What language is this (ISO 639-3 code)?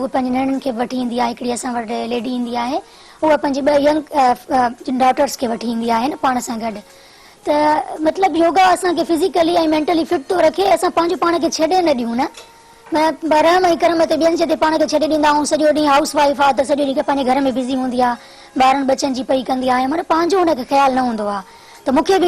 snd